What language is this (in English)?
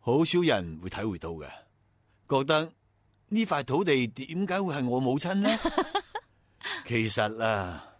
Cantonese